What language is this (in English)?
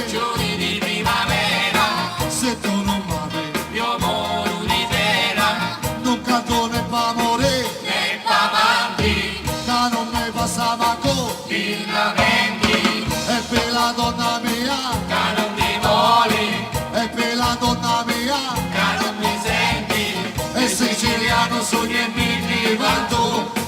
Sicilian